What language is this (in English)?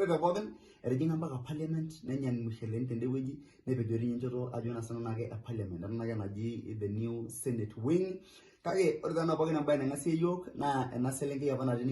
Masai